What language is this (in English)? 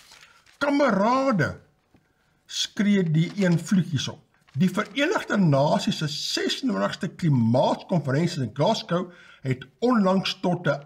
Afrikaans